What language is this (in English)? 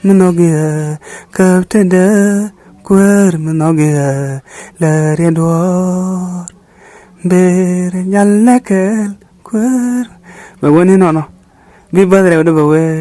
Nuer